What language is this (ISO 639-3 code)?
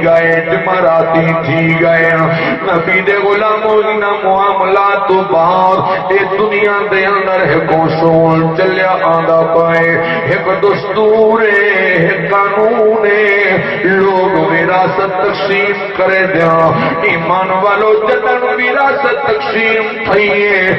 skr